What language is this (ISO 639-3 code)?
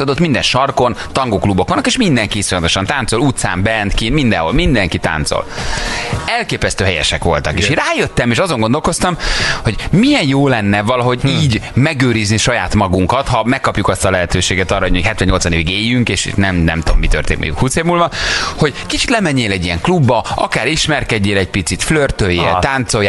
hun